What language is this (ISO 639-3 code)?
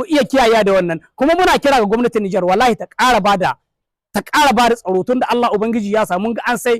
hau